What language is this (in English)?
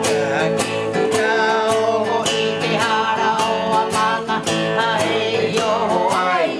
Rapanui